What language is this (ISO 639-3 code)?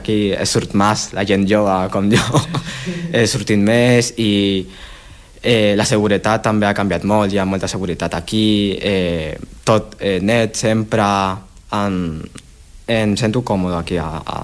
cat